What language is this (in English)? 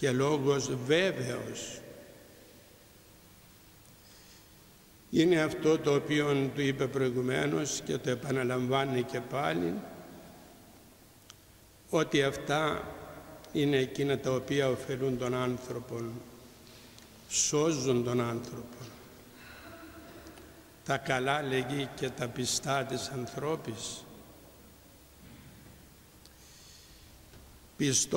Greek